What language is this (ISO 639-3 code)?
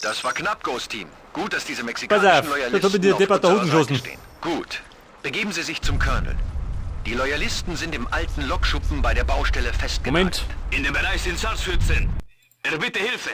bar